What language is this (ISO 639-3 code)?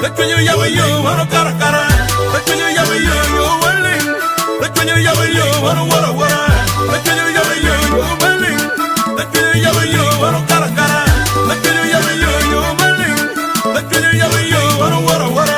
ach